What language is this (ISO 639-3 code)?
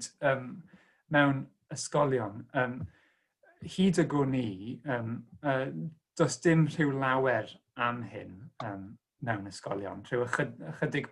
cym